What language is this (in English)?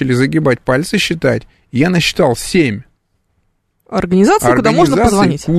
Russian